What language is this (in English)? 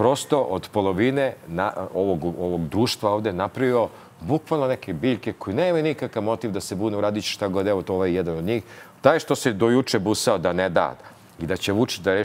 Serbian